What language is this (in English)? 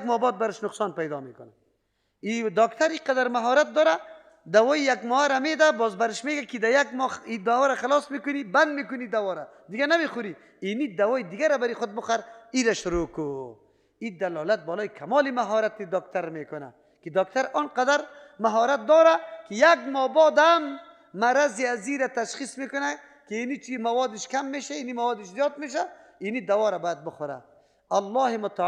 Persian